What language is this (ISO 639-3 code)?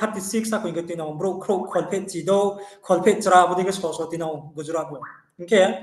ria